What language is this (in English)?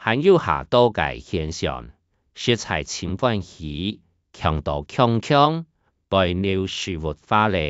Hakka Chinese